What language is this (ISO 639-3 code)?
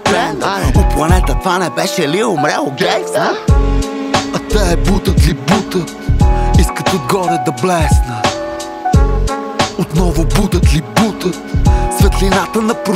bul